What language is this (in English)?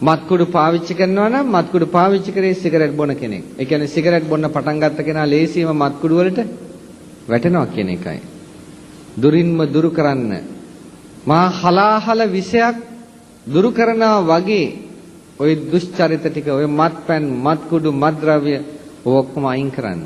Sinhala